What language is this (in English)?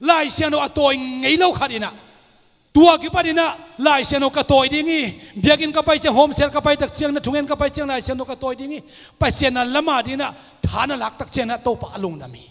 Tedim Chin